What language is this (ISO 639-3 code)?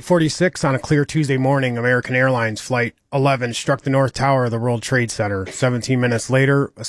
eng